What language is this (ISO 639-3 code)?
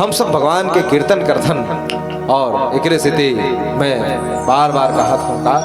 hne